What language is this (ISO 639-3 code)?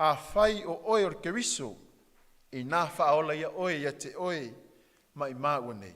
smo